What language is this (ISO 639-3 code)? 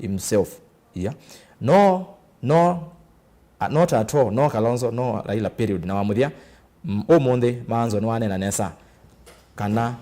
kam